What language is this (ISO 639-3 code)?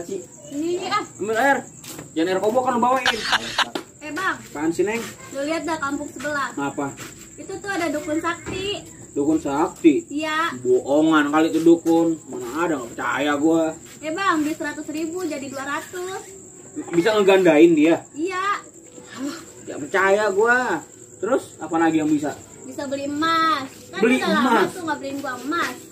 bew